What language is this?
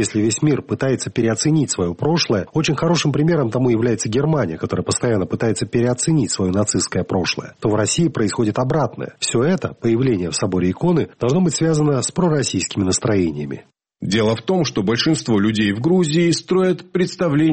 Russian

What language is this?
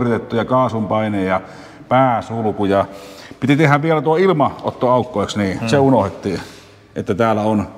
Finnish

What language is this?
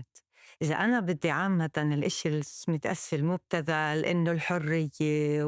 North Levantine Arabic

